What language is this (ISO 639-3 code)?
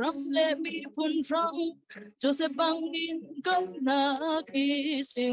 cfm